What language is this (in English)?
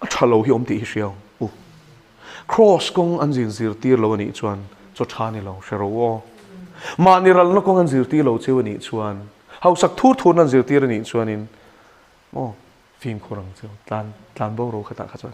Mizo